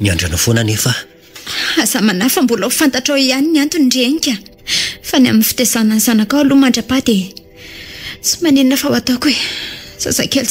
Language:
Malagasy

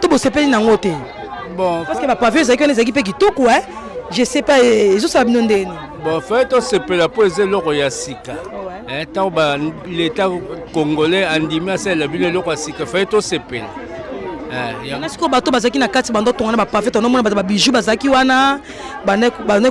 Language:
Lingala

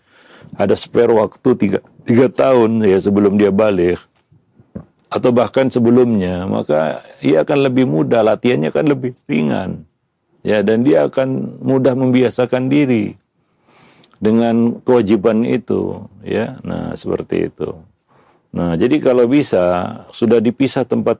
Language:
Indonesian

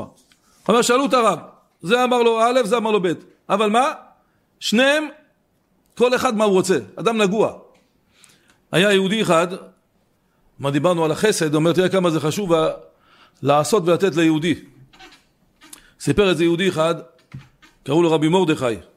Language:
Hebrew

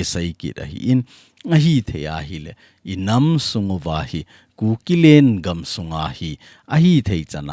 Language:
Thado Chin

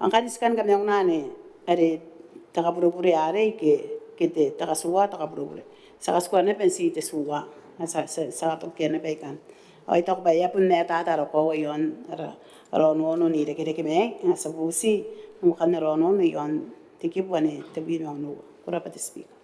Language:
Gilbertese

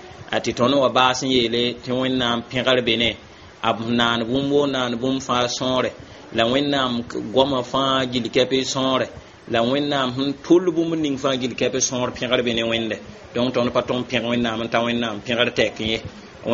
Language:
Mossi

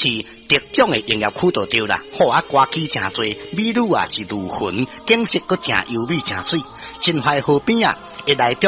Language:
Min Nan Chinese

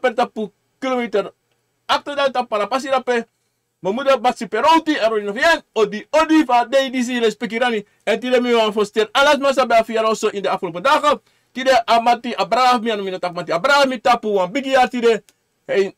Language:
Sranan Tongo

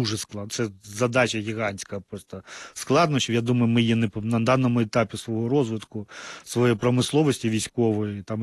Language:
Ukrainian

